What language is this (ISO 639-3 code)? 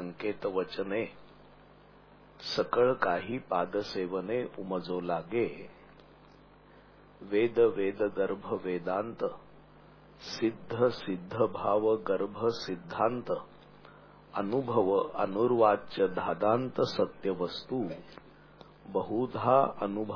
mar